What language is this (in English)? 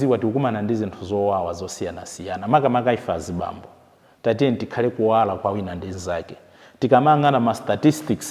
Nyanja